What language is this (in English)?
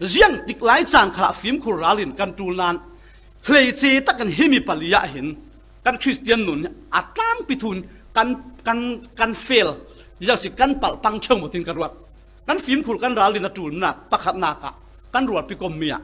Falam Chin